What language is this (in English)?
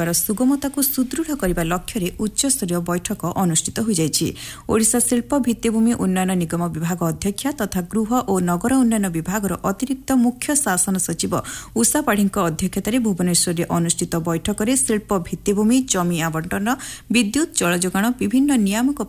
Odia